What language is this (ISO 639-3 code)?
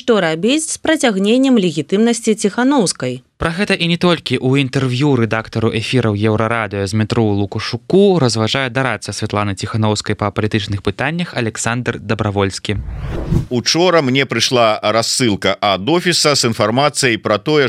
bel